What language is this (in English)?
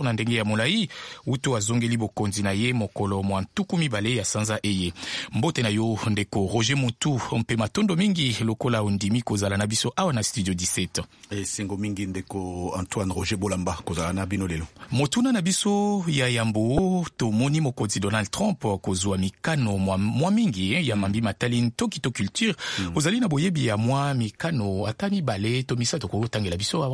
Lingala